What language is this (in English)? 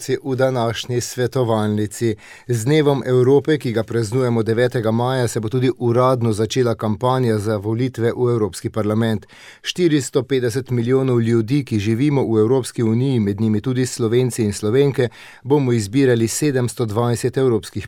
Slovenian